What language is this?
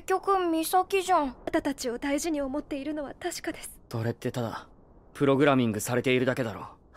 Japanese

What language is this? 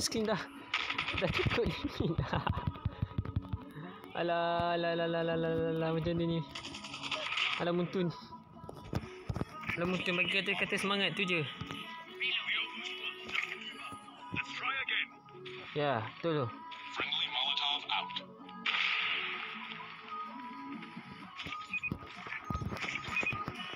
Malay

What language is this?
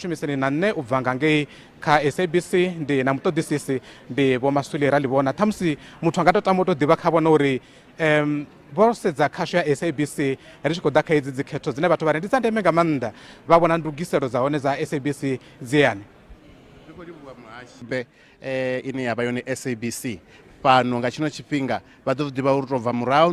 Venda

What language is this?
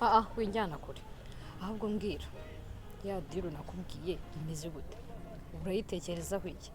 Kinyarwanda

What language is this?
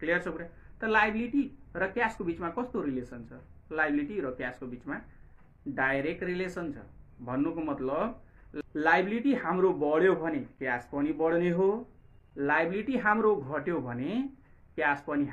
Nepali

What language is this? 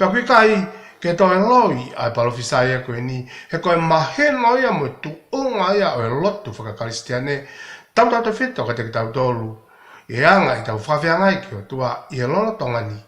Tongan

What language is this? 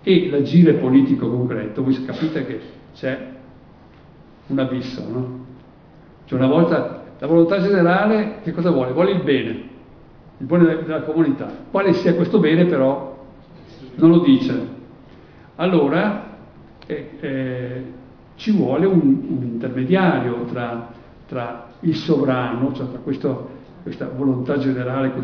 Italian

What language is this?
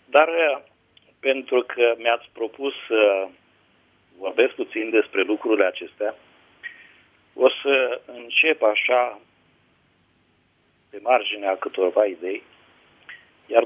Romanian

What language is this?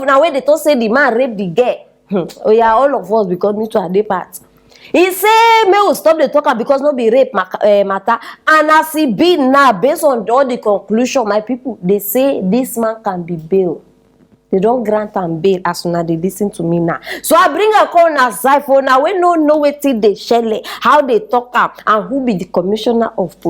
Nigerian Pidgin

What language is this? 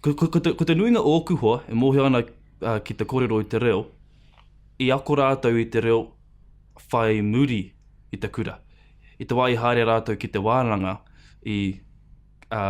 Māori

